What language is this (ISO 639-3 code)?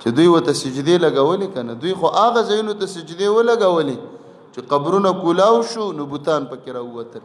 pus